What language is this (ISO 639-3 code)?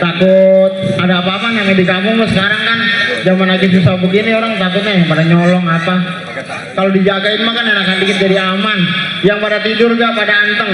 bew